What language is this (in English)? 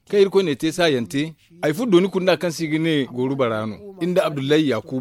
Zarma